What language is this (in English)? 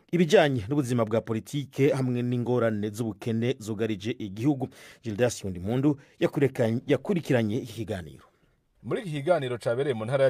Rundi